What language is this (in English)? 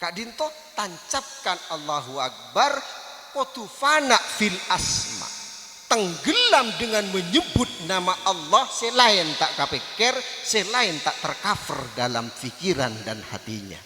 Madurese